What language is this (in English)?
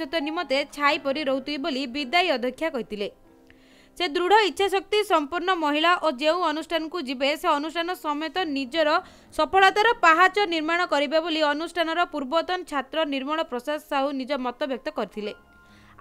Odia